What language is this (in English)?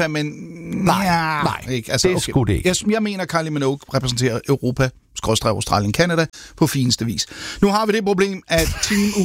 Danish